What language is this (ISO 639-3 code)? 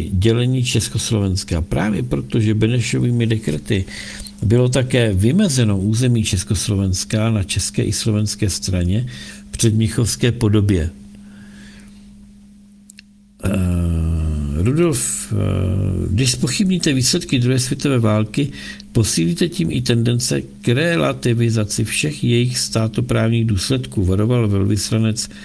ces